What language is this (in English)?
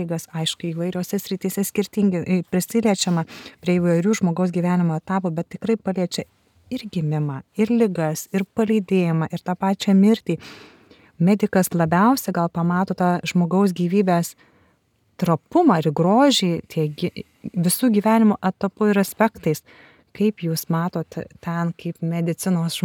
Lithuanian